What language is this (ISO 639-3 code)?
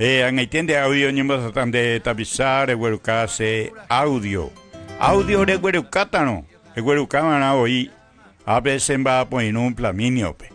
grn